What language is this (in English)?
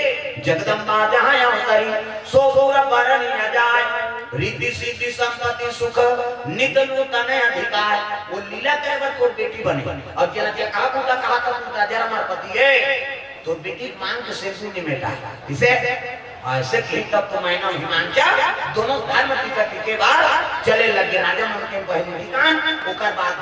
Chhattisgarhi